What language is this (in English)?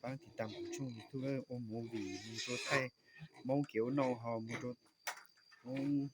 Hmong